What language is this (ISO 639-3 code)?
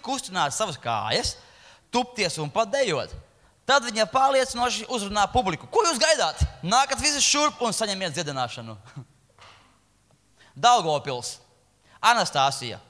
lav